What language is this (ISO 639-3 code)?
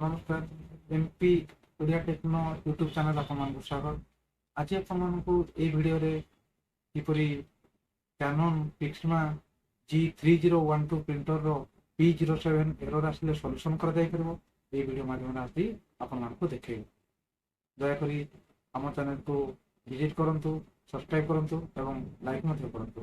ori